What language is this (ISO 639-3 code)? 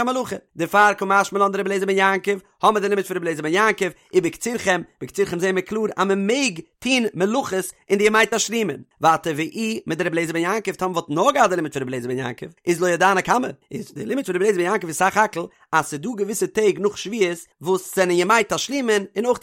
yid